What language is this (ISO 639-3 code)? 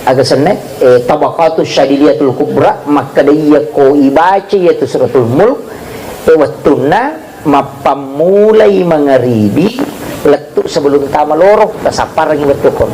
bug